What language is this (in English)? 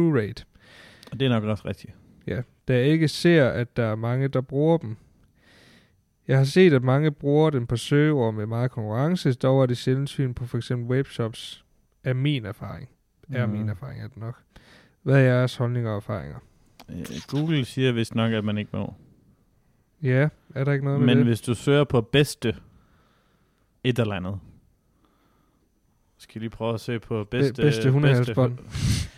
Danish